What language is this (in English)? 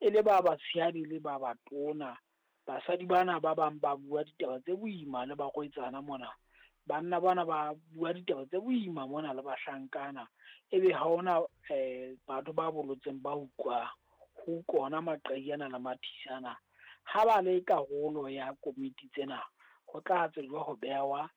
Southern Sotho